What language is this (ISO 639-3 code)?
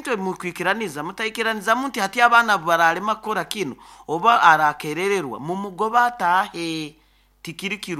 nyo